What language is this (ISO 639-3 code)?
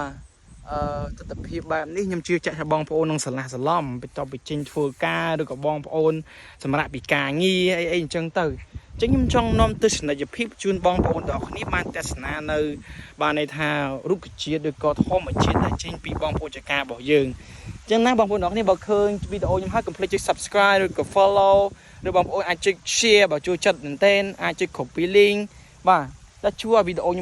khm